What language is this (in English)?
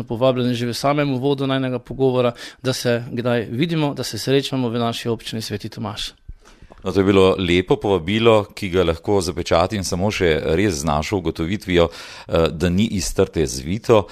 Slovenian